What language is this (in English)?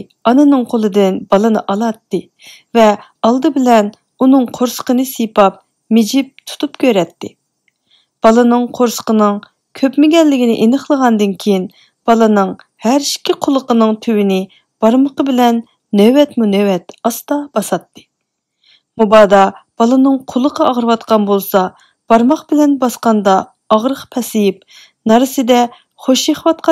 Uyghur